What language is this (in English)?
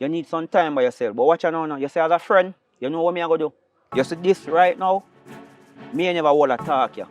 Jamaican Creole English